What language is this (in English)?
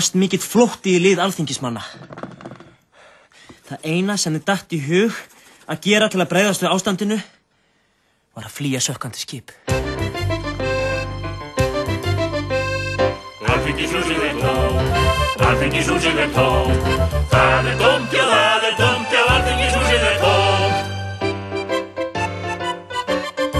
Icelandic